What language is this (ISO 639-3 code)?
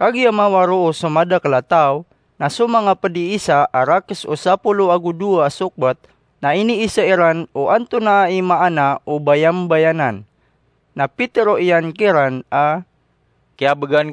mrw